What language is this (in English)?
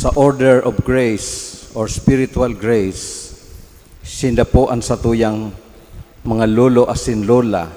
Bikol